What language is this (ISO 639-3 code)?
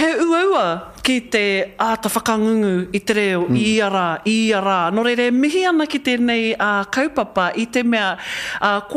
mri